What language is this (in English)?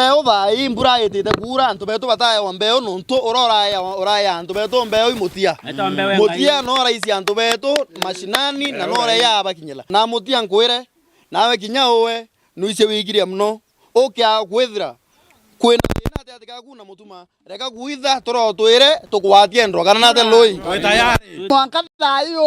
Meru